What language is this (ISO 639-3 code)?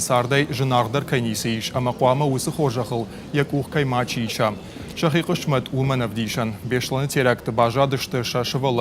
oss